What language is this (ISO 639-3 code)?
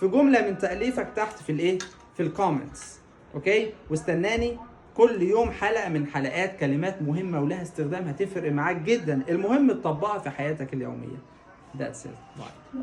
arz